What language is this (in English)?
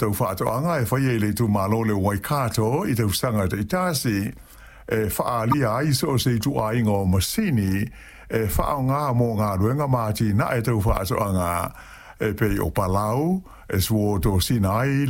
Samoan